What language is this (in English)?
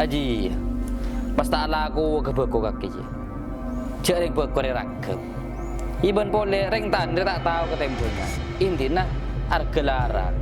Madurese